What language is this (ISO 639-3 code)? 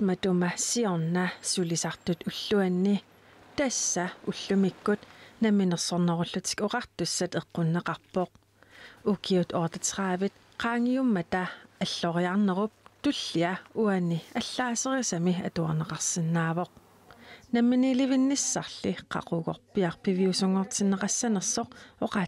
kal